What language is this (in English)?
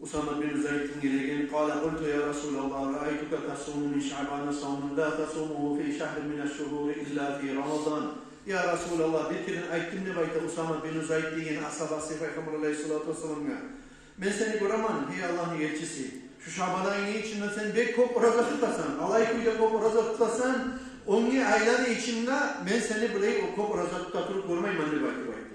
Kumyk